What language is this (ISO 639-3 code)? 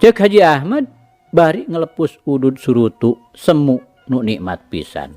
sun